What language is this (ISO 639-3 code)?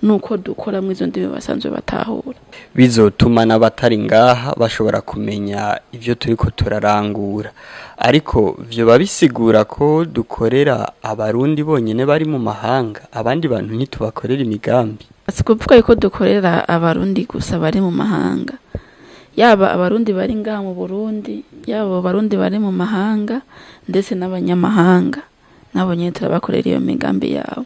run